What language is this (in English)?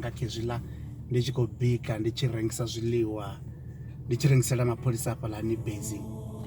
Venda